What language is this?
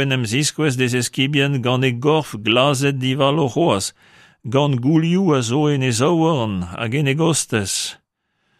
Breton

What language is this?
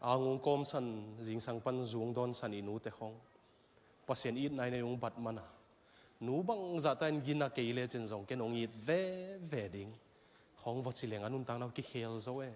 Tedim Chin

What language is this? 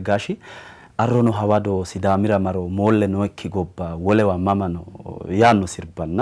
Sidamo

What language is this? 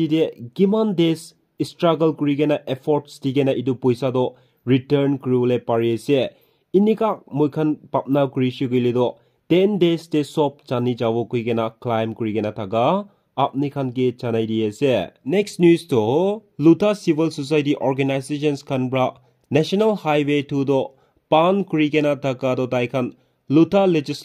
Naga Pidgin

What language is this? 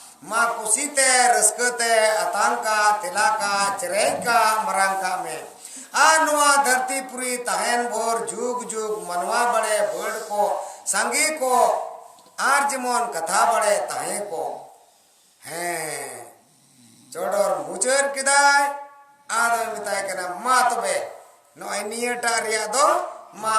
Santali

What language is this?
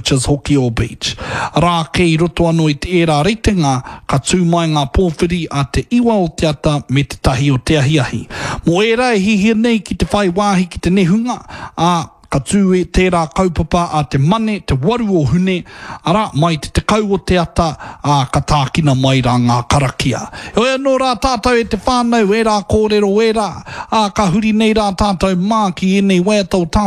Māori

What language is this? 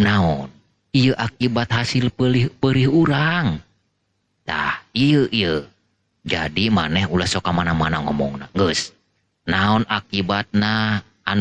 Sundanese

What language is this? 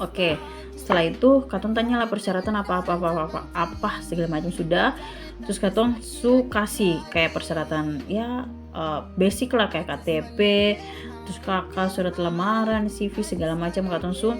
Ambonese Malay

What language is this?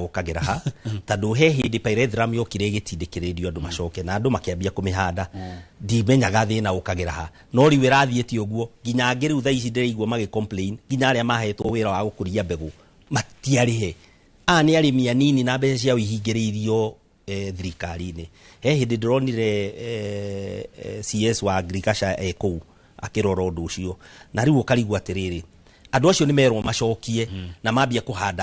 Kikuyu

